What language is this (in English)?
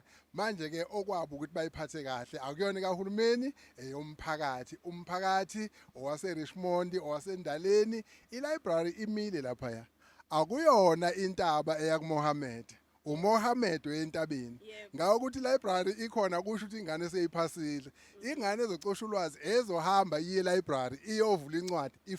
Zulu